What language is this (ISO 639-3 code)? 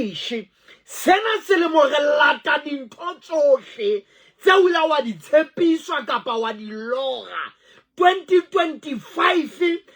sot